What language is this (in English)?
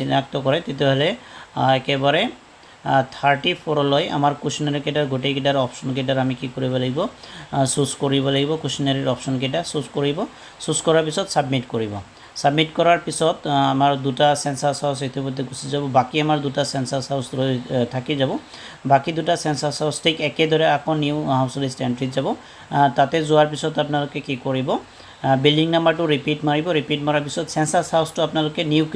Assamese